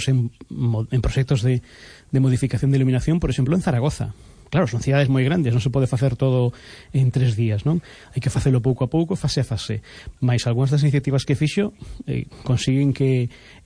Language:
Galician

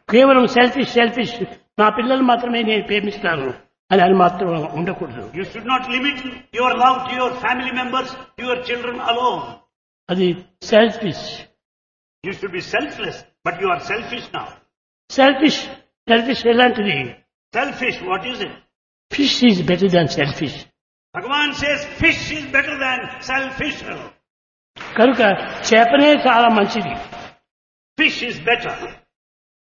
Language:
Telugu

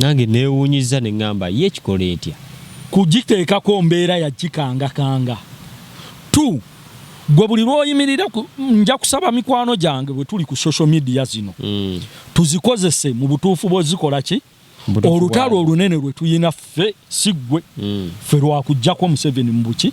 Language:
Ganda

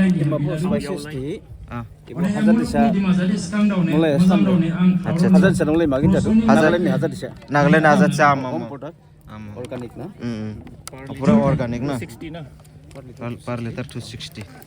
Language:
Dimasa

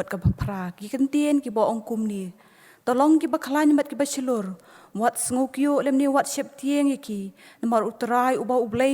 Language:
Khasi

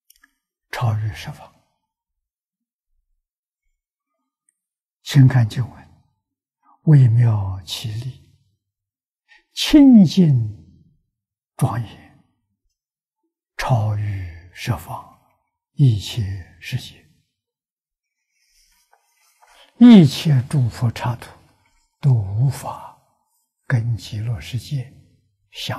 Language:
Chinese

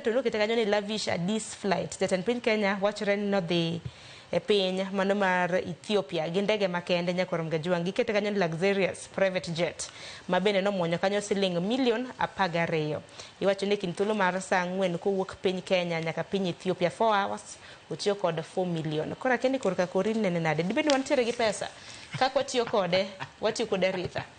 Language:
Luo (Kenya and Tanzania)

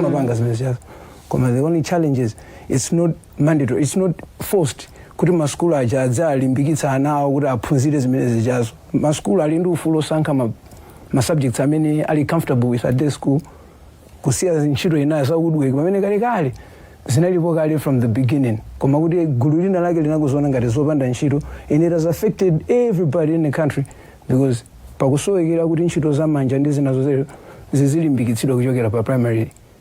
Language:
Nyanja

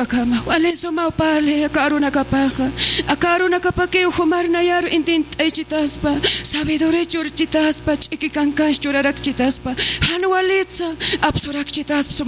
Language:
Aymara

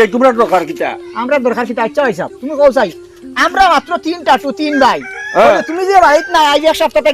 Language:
Sylheti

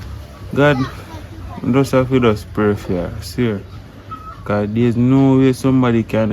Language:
Jamaican Creole English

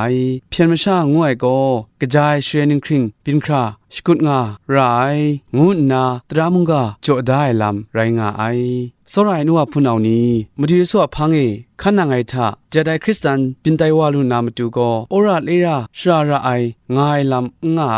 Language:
Kachin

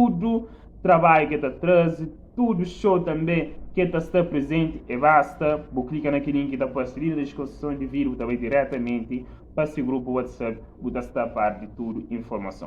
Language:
Kabuverdianu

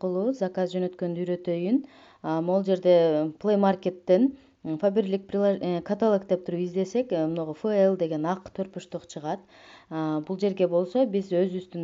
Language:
Kyrgyz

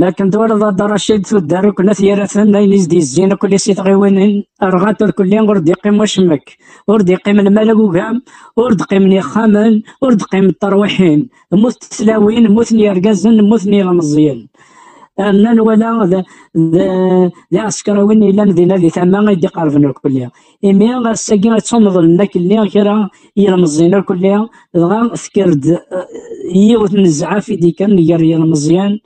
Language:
Kabyle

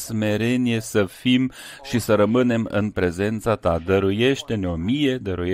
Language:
Romanian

